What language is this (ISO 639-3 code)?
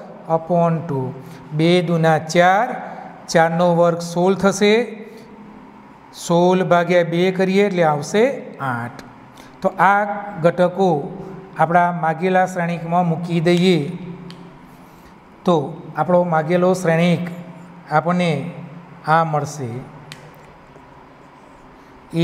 guj